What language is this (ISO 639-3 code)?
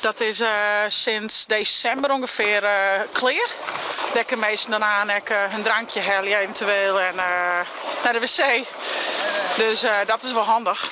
fry